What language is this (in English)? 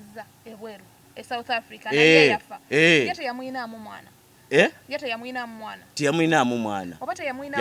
Ganda